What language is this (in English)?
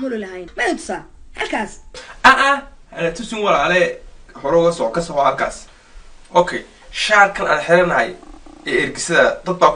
Somali